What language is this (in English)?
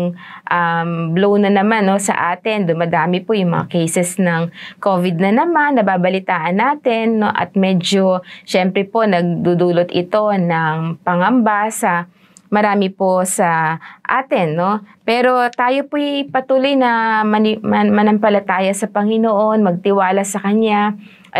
Filipino